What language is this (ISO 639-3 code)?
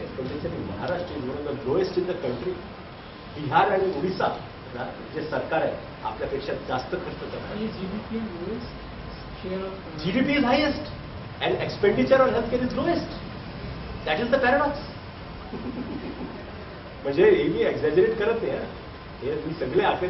mar